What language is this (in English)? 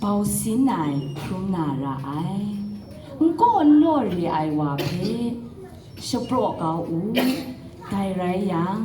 Kachin